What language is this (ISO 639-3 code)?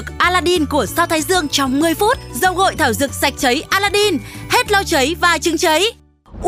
vie